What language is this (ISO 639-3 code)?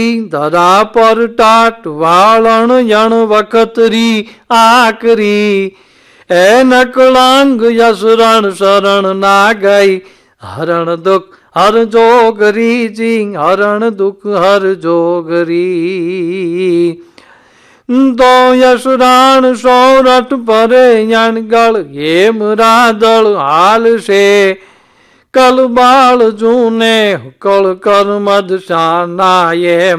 guj